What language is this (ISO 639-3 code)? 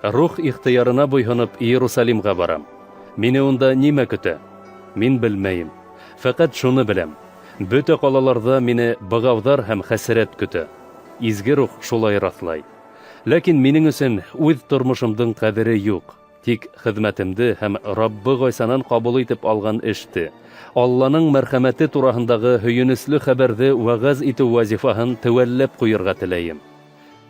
bak